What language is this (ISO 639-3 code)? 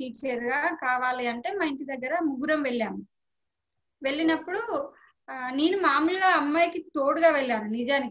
tel